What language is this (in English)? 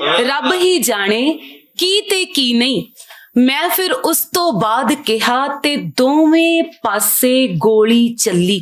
Western Panjabi